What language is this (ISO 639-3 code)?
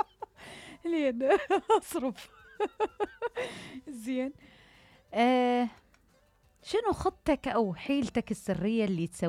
acm